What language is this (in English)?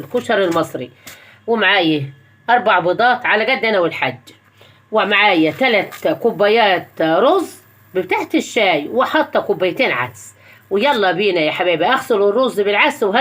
Egyptian Arabic